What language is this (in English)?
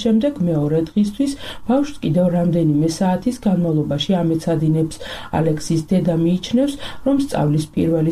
Georgian